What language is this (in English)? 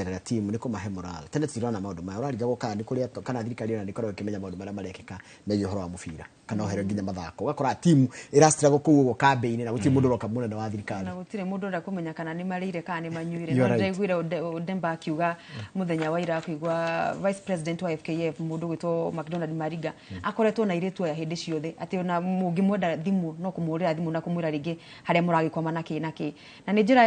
Kikuyu